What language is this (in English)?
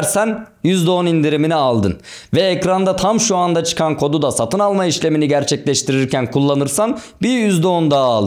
Turkish